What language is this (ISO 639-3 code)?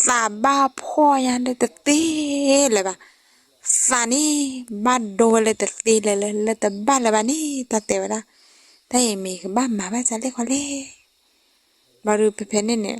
ksw